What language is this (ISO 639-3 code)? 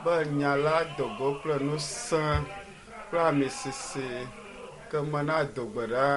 ewe